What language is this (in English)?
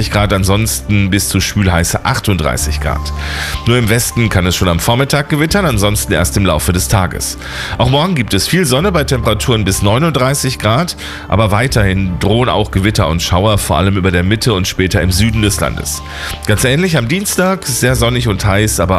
German